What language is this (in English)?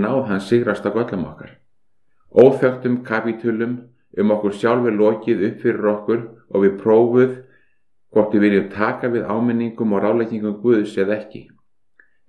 Icelandic